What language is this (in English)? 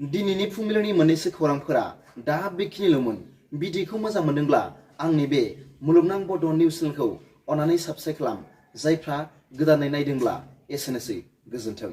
Bodo